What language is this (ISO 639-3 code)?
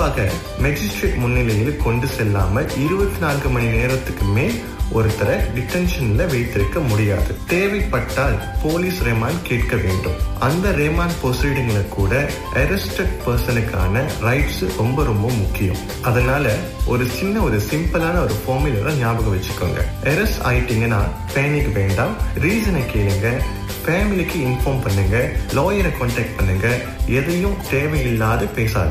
tam